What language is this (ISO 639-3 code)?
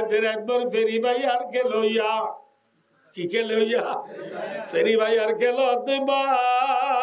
rhg